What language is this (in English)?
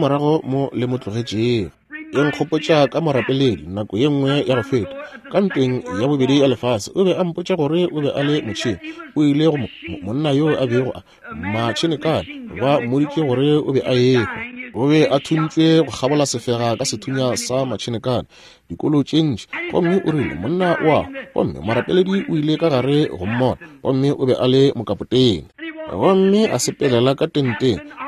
Northern Sotho